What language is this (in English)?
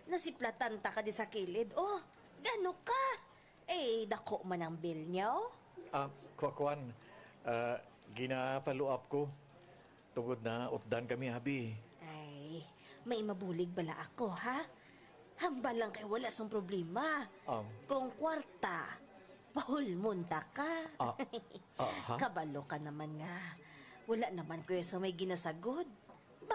Hiligaynon